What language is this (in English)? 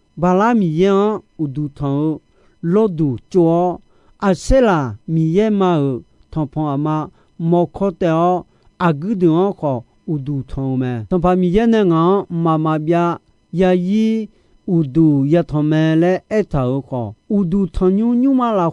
Akha